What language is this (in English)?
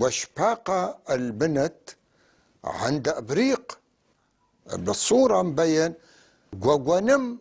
North Levantine Arabic